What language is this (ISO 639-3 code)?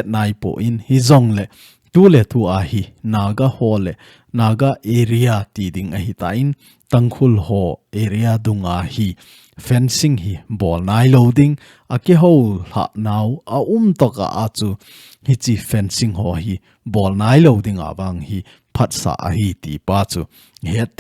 tcz